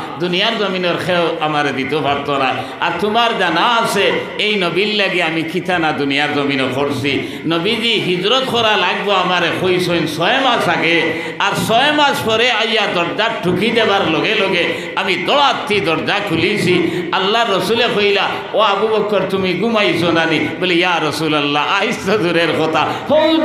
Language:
Sylheti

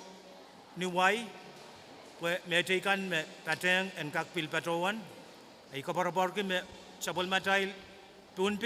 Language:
Pohnpeian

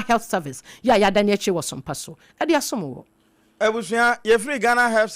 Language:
Akan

